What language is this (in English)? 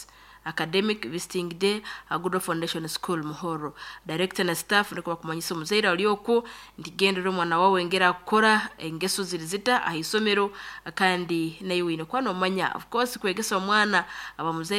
Nyankole